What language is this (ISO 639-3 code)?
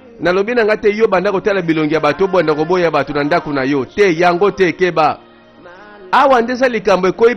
lin